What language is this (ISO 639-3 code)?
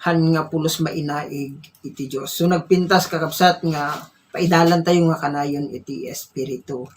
ilo